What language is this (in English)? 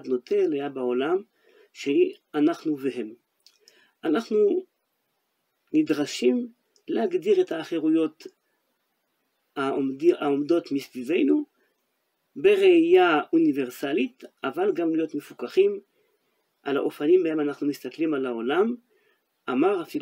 Hebrew